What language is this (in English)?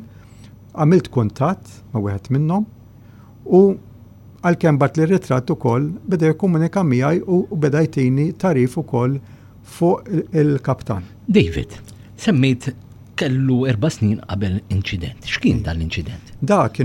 Maltese